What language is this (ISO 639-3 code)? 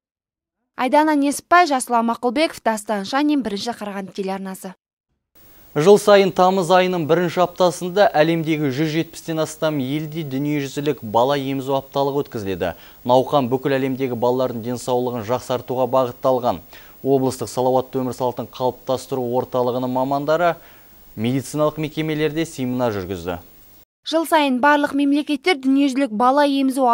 kaz